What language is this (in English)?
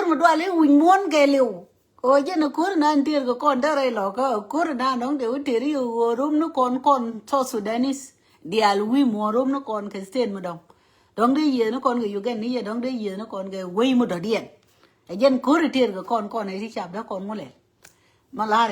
Nuer